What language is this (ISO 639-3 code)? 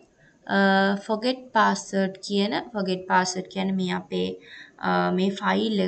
sin